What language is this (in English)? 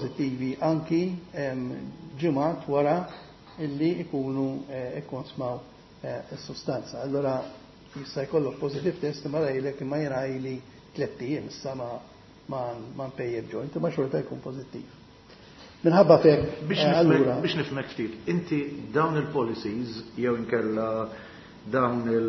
Maltese